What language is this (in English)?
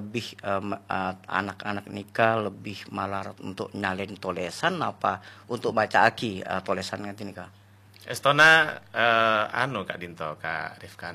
Madurese